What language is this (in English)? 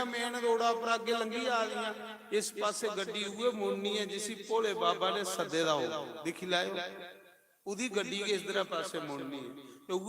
Dogri